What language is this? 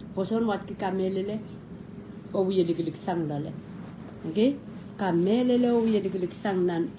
Pohnpeian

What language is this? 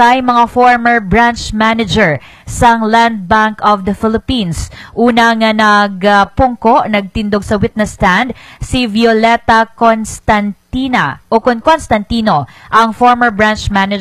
Hiligaynon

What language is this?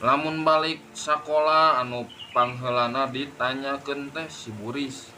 Sundanese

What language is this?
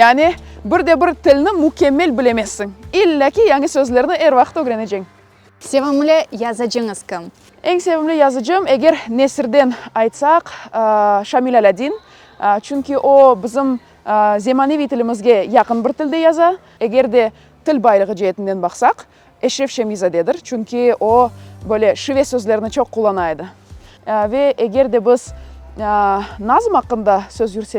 Crimean Tatar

